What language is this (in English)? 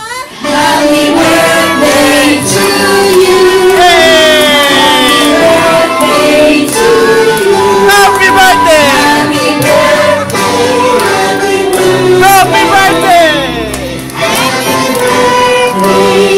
Filipino